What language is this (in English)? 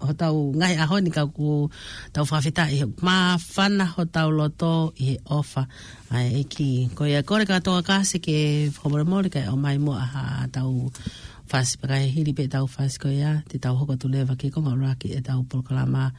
Tongan